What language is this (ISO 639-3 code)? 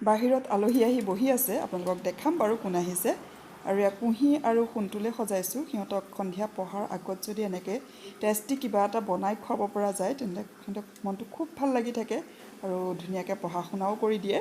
asm